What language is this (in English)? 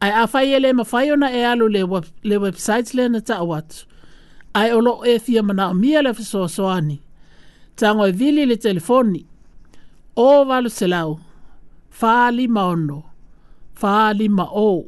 Samoan